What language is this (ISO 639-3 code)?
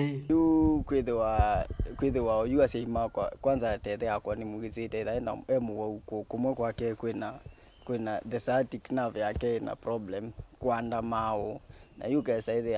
kam